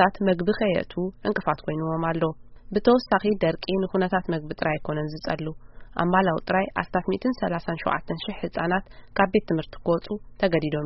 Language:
Tigrinya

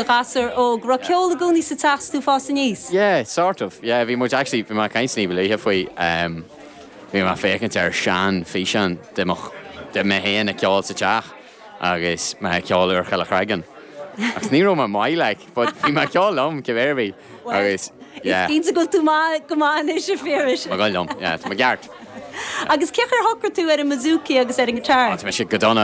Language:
Irish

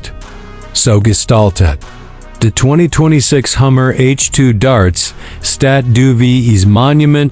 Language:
Swiss German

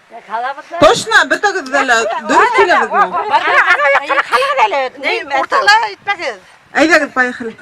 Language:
Bashkir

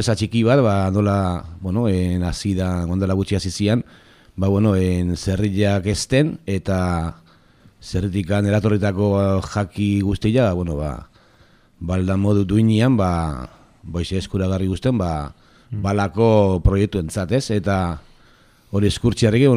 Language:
Basque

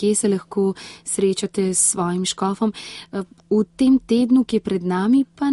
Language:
Slovenian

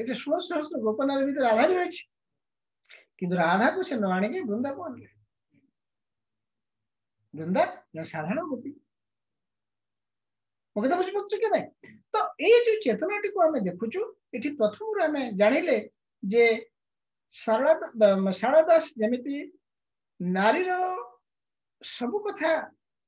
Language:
Odia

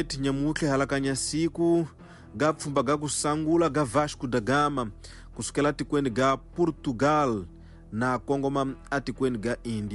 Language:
Tsonga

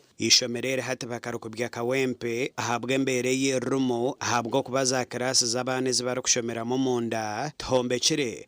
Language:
Nyankole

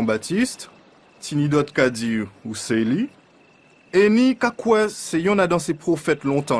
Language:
Guadeloupean Creole French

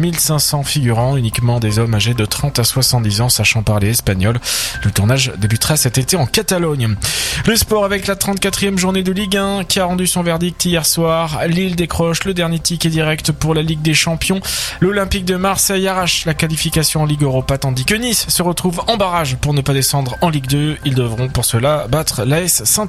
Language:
French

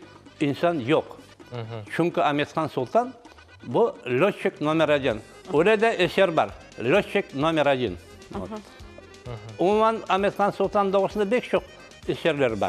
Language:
Crimean Tatar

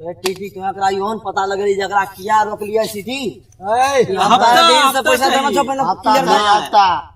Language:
Maithili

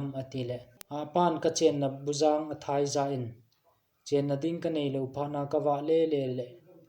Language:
Thado Chin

